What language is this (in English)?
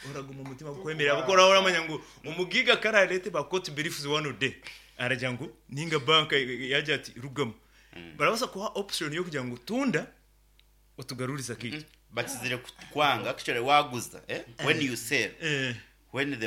Nyankole